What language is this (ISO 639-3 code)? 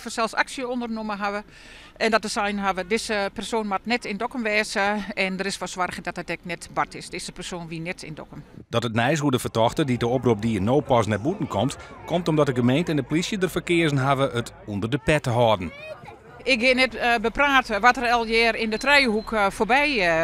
fry